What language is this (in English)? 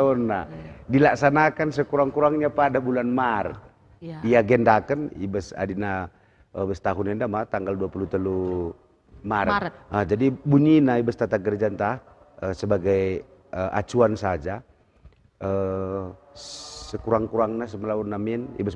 Batak Karo